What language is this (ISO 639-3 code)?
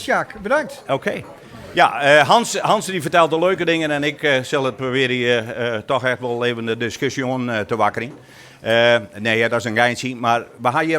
fry